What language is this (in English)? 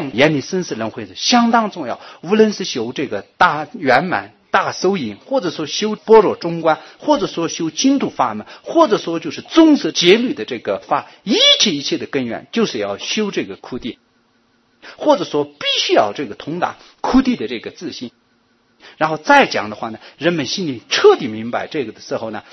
Chinese